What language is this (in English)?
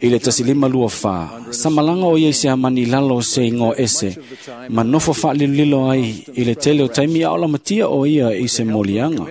Samoan